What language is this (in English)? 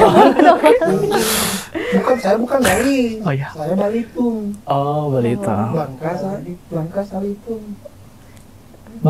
Indonesian